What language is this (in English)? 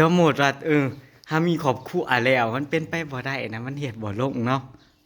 Northeastern Thai